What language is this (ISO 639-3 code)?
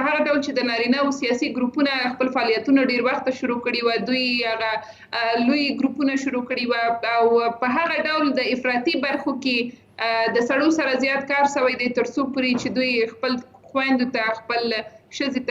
pus